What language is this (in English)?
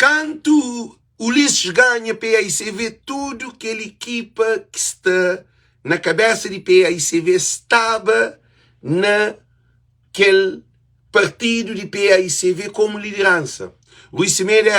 Kabuverdianu